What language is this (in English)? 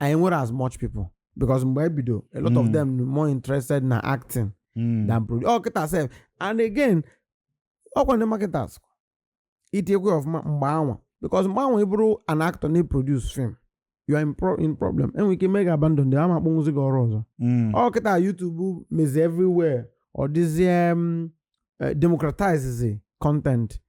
Igbo